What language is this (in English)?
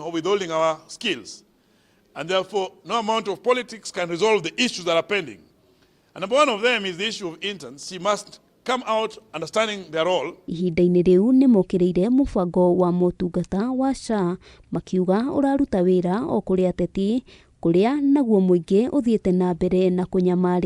Kikuyu